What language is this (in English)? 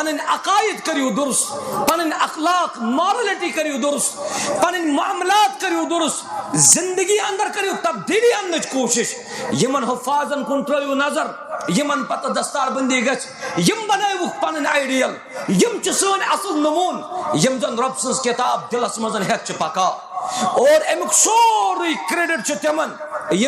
Kashmiri